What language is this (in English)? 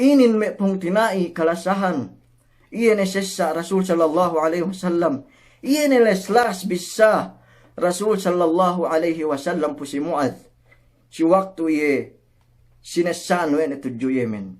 Yakan